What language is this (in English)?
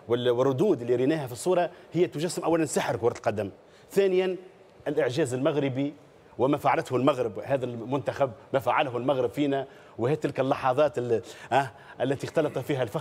Tunisian Arabic